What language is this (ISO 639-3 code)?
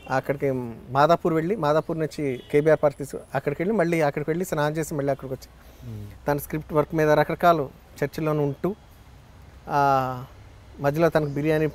tel